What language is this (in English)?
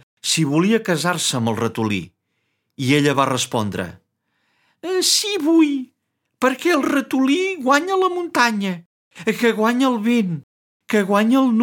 Catalan